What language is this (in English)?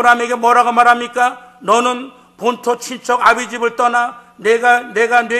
Korean